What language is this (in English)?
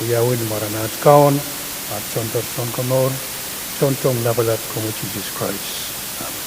Pohnpeian